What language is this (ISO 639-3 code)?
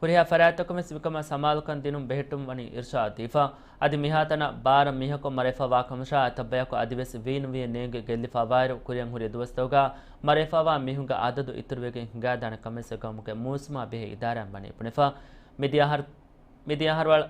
div